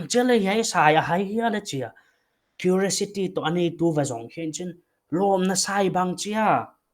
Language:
Paite Chin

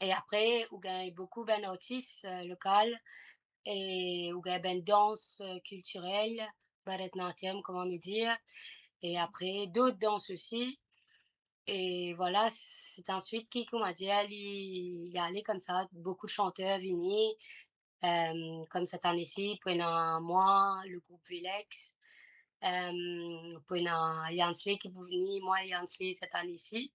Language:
Morisyen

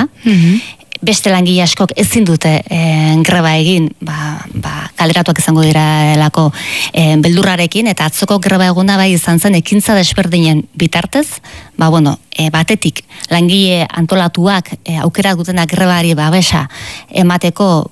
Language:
Basque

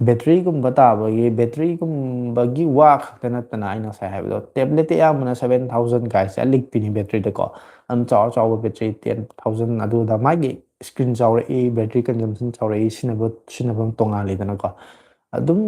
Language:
Manipuri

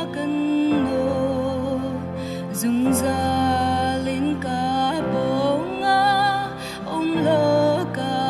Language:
Hakha Chin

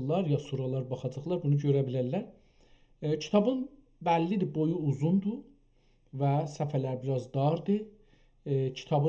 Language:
South Azerbaijani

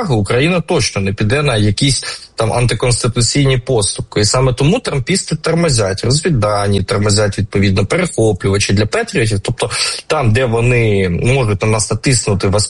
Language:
Ukrainian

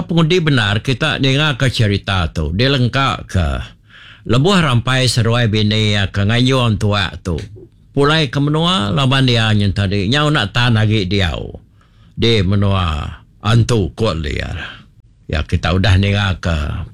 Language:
Iban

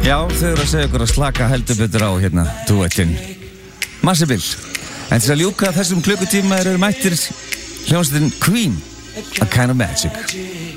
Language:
Icelandic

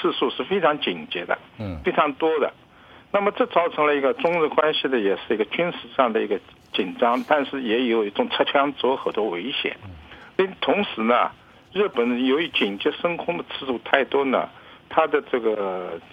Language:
Chinese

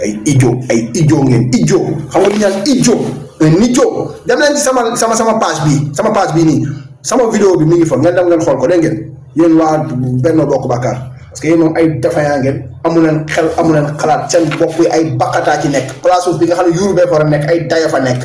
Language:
Wolof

